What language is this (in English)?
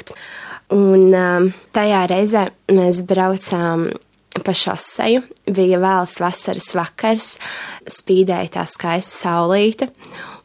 Latvian